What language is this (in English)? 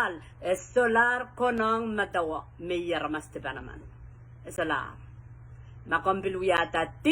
Pohnpeian